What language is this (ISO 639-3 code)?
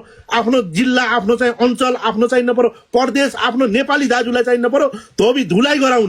nep